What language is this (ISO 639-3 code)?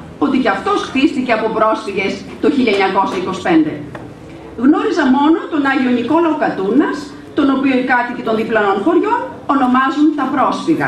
ell